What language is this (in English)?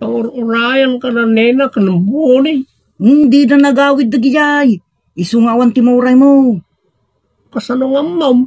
Iloko